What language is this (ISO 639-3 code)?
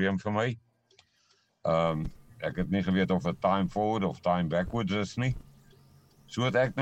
afr